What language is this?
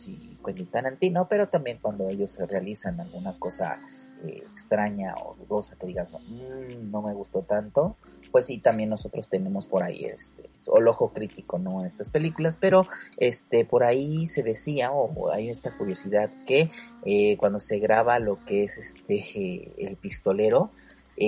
Spanish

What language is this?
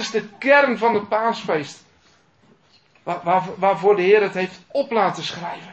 Dutch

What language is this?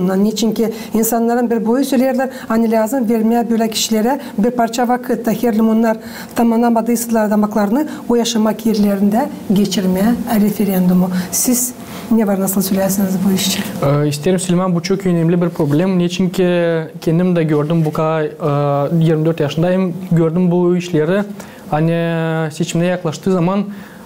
Gagauz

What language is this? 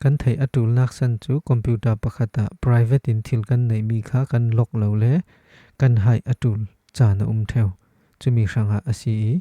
Falam Chin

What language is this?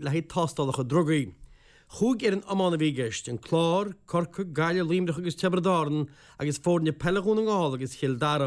Irish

